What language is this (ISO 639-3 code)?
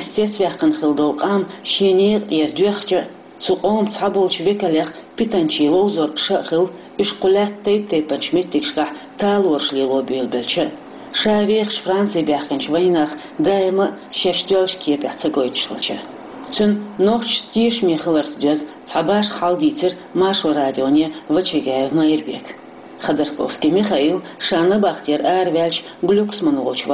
che